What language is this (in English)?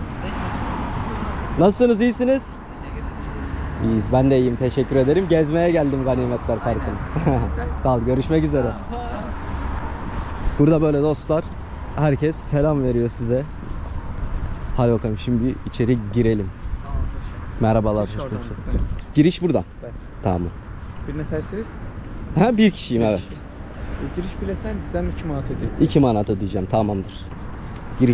Turkish